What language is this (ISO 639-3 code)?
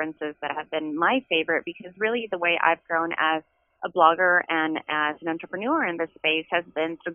eng